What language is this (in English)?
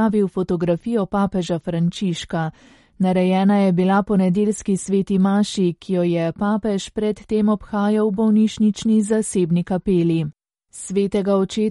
Slovenian